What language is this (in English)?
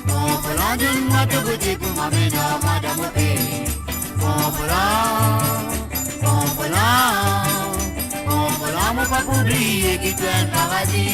Morisyen